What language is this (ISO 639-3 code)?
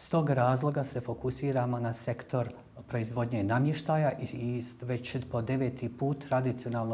bos